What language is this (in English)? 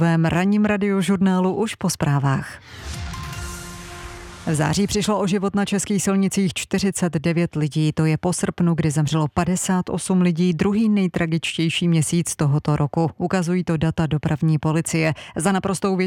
Czech